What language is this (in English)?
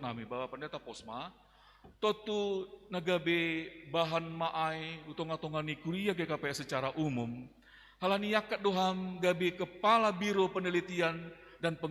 Batak Simalungun